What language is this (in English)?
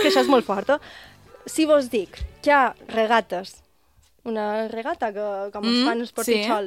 Catalan